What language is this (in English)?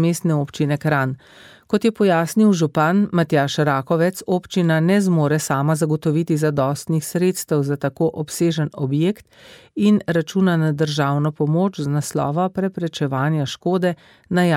Slovenian